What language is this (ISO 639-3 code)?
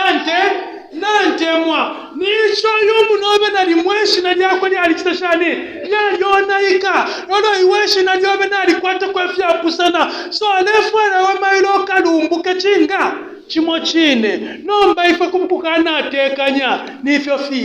bem